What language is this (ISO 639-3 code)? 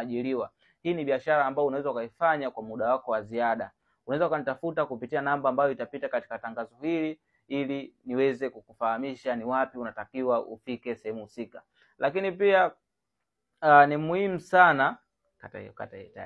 swa